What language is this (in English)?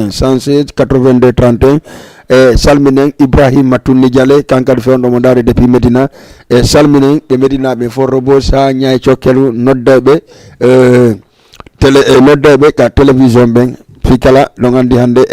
Fula